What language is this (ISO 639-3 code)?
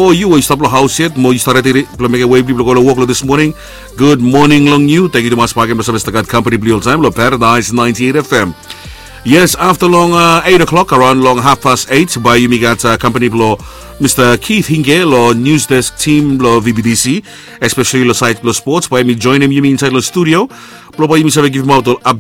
bis